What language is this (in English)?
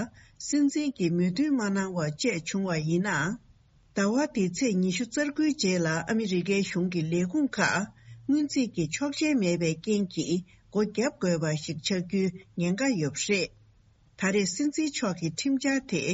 Tibetan